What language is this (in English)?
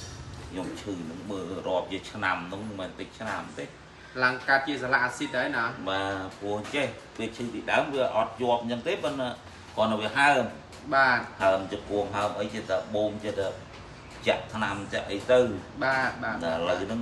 Khmer